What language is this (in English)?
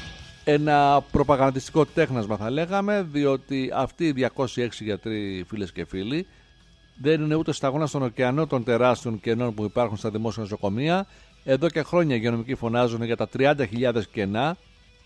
Greek